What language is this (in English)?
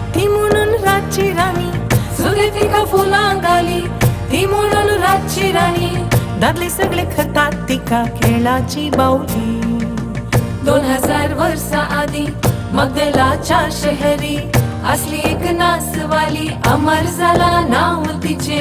Konkani